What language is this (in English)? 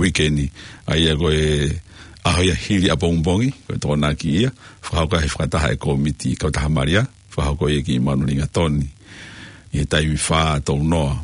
Tongan